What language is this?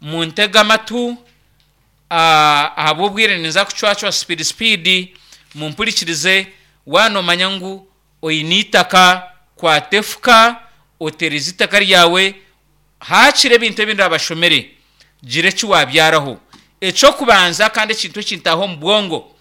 Nyankole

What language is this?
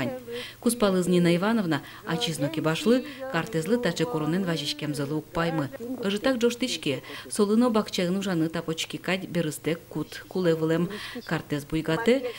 Udmurt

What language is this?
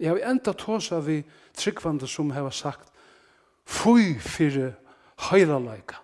Faroese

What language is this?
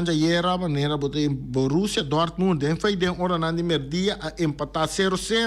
Papiamento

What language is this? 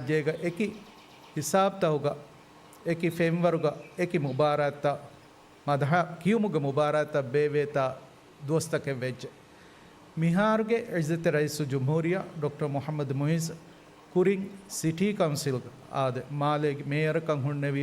Divehi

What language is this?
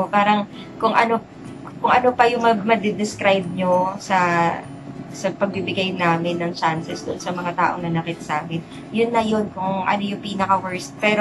Filipino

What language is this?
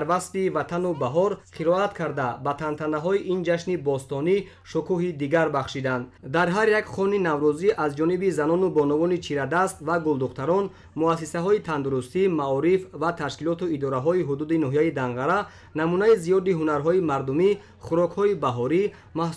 Tajik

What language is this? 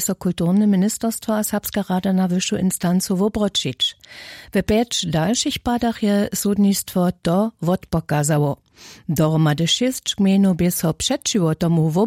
Upper Sorbian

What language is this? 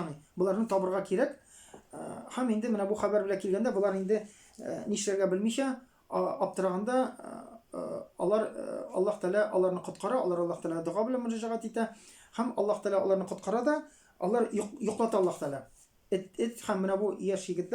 Tatar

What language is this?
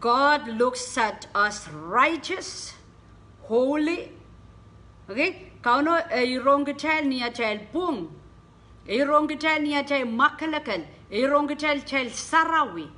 Pohnpeian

